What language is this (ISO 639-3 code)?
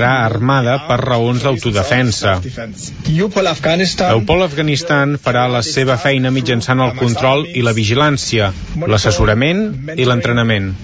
cat